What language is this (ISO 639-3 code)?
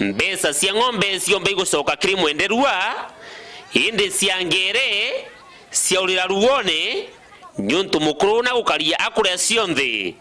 mer